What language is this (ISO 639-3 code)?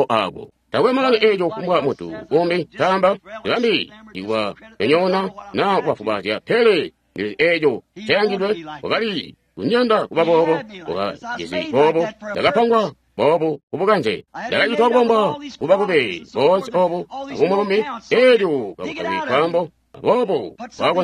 toi